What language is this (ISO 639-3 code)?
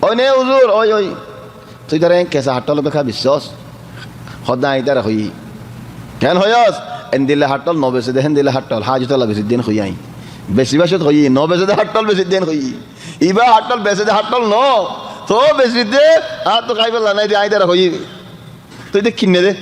rhg